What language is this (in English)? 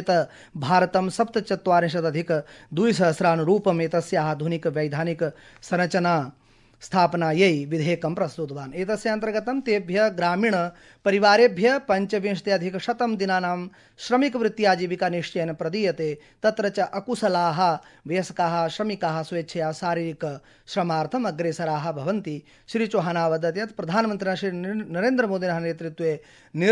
Sanskrit